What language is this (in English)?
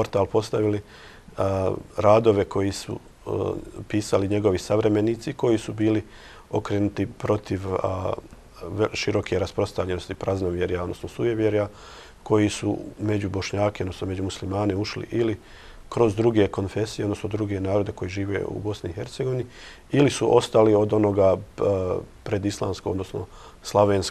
Bosnian